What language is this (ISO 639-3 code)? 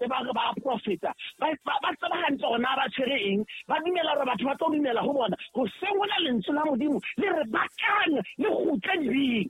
sot